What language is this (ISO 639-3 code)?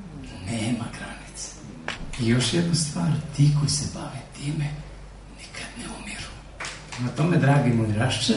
srp